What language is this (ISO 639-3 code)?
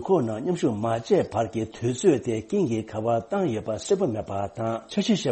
bod